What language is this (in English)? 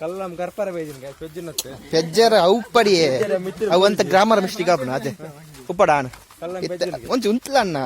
Tulu